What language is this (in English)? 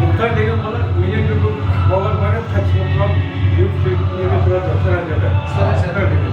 Kara-Kalpak